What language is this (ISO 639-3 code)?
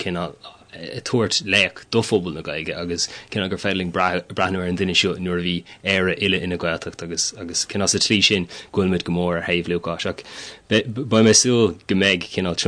gle